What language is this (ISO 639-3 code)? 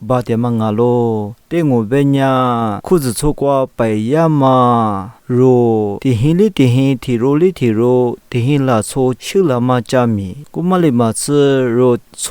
lis